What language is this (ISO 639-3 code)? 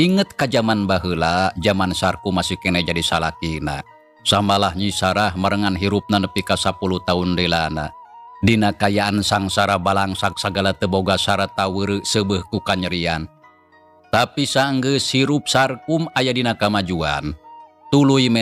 sun